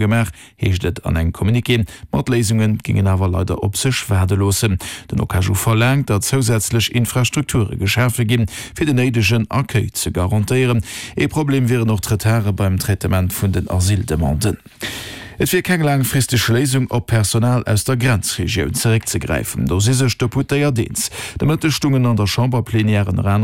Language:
Luxembourgish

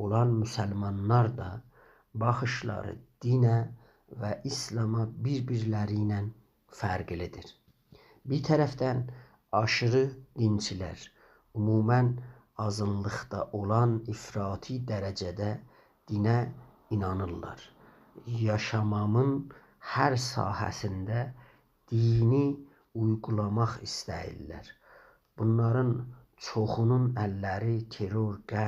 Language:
South Azerbaijani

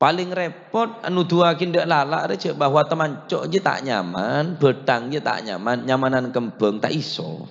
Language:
Madurese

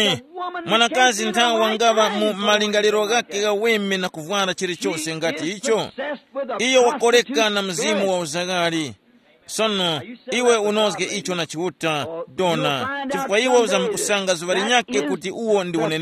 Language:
Tumbuka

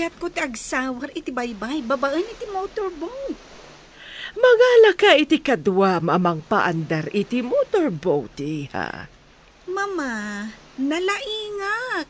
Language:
Iloko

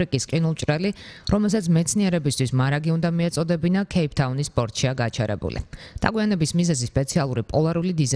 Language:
Georgian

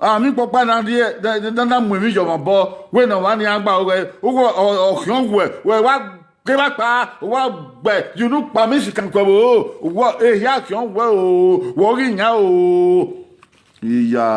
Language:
Bini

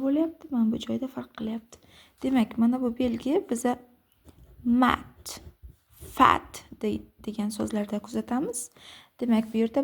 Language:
Uzbek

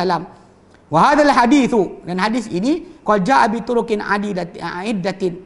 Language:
Malay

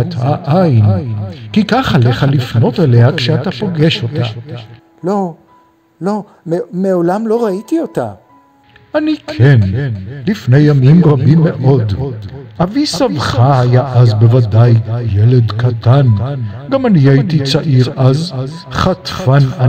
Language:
Hebrew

